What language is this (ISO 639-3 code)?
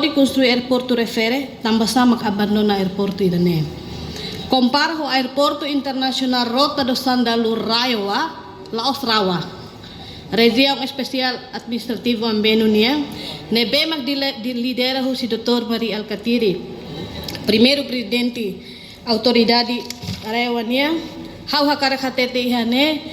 tet